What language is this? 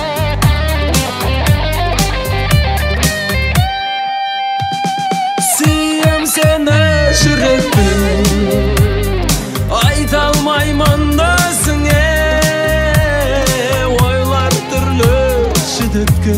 Kazakh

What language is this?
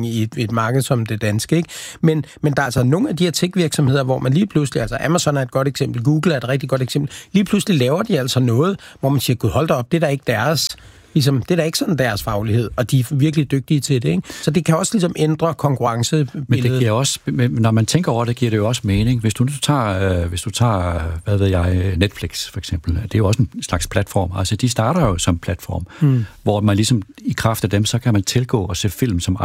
Danish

